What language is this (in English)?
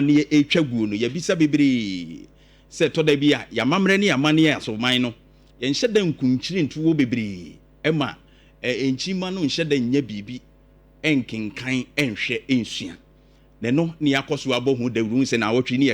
Akan